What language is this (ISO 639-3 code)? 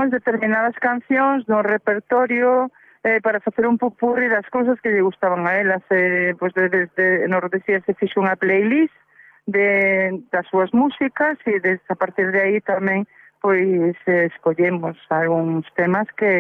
glg